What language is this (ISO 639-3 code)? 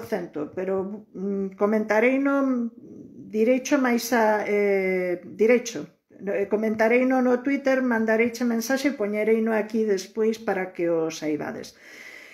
glg